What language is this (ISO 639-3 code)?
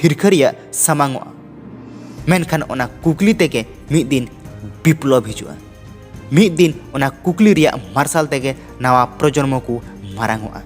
sat